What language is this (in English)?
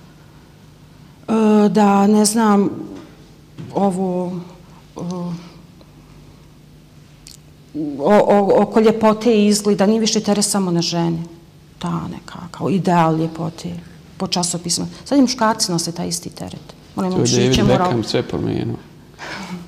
Bosnian